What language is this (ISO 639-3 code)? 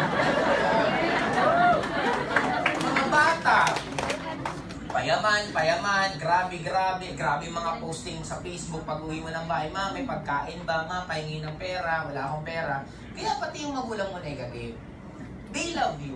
fil